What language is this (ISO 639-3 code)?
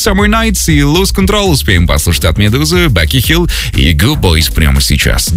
rus